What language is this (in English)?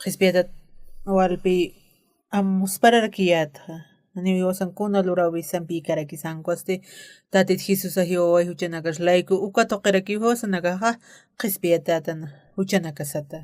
Aymara